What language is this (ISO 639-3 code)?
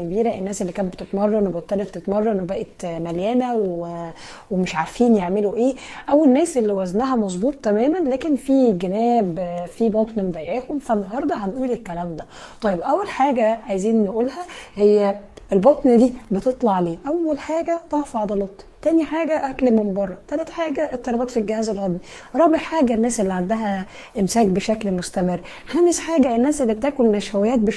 arz